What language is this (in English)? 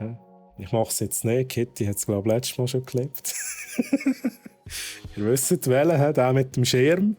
Swiss German